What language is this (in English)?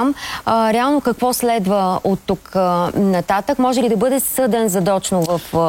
Bulgarian